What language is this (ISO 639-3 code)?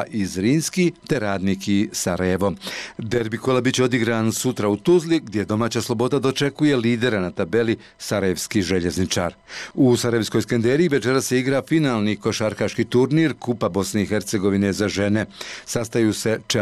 bos